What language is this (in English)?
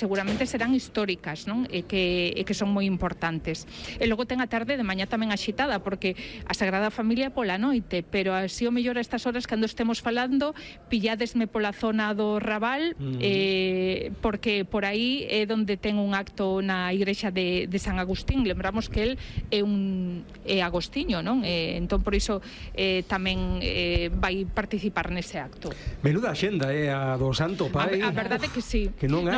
Galician